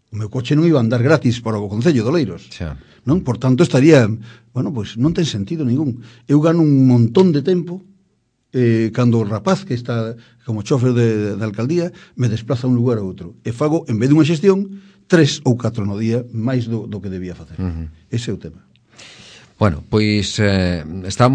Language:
Galician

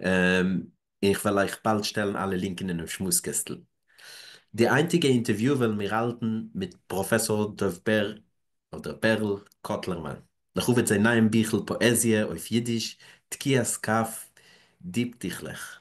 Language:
Yiddish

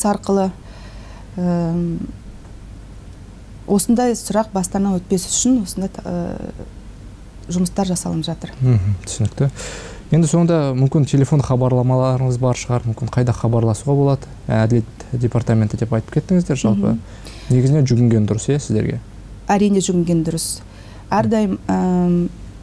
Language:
Kazakh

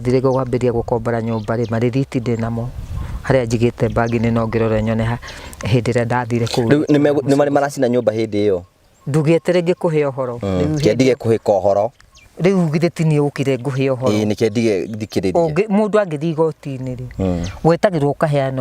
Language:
Kikuyu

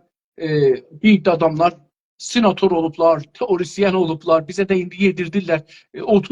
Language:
South Azerbaijani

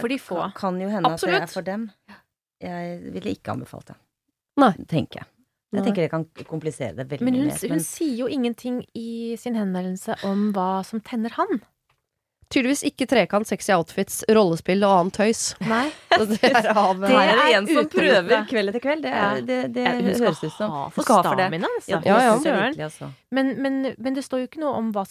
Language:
Norwegian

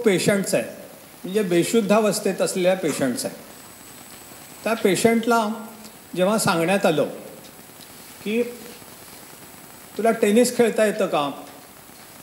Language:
Marathi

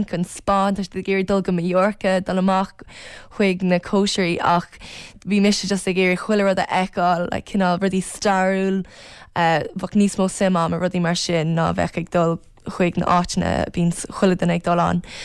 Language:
Irish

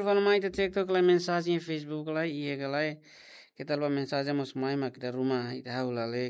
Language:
Tetum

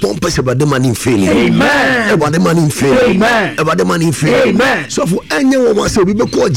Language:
Akan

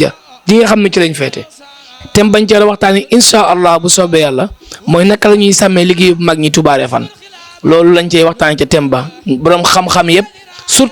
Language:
Wolof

